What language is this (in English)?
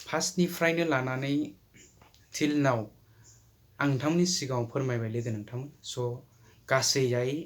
Bodo